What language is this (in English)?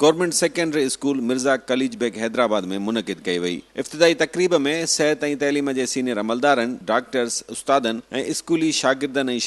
Sindhi